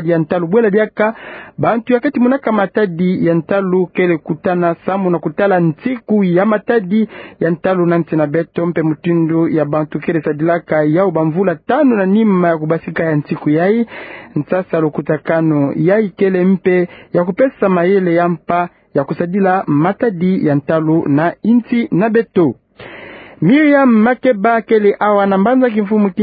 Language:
Kituba (Democratic Republic of Congo)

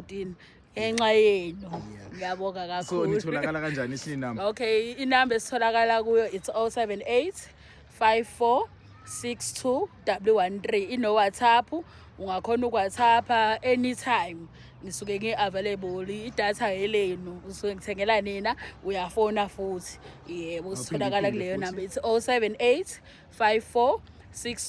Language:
Zulu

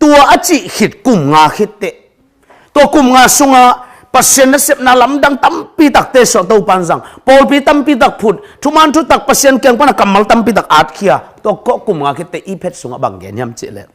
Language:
Tedim Chin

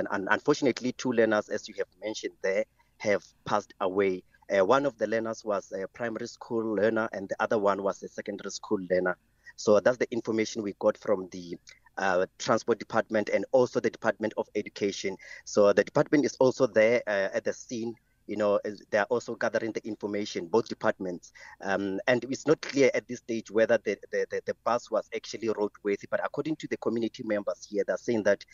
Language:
English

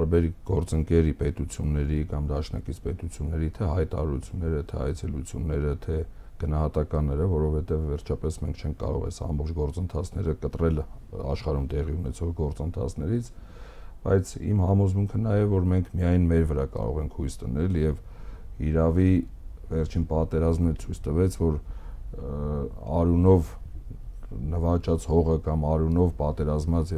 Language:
Armenian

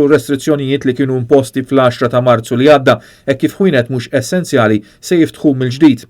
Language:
Maltese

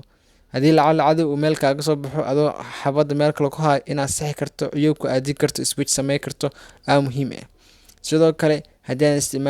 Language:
Somali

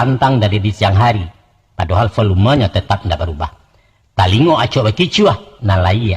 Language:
Minangkabau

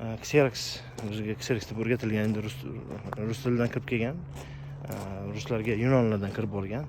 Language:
Uzbek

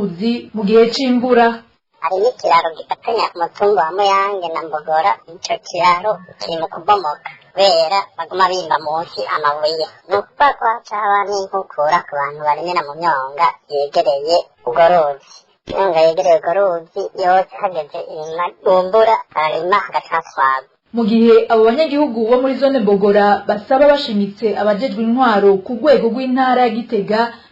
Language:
Rundi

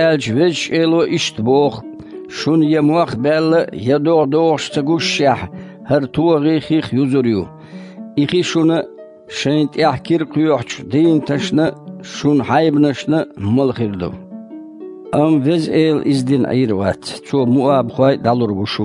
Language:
Chechen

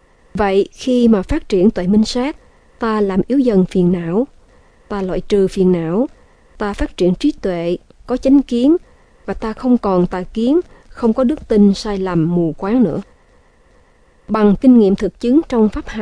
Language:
Vietnamese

